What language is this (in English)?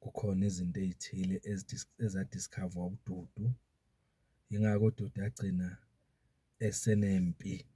Zulu